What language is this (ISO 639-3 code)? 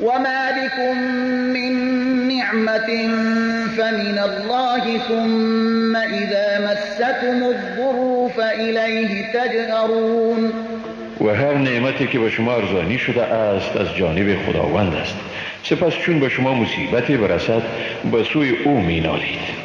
fas